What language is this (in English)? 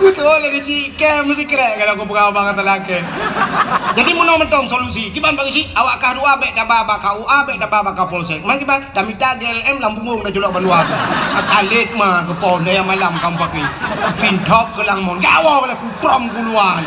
Achinese